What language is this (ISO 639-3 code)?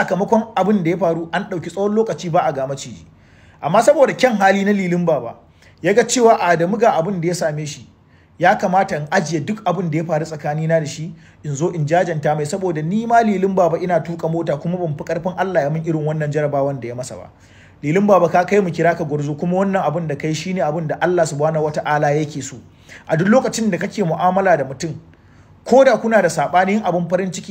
hau